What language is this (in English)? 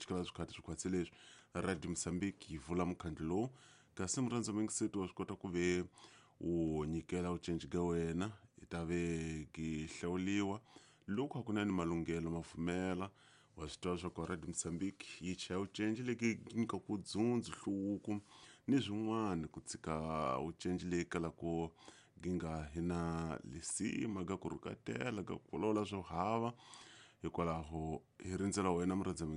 Tsonga